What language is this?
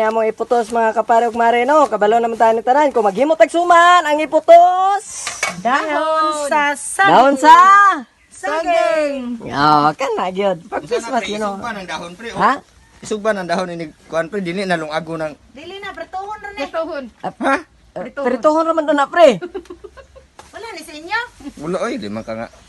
Cebuano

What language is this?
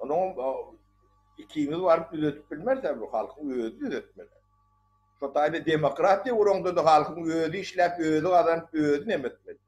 Turkmen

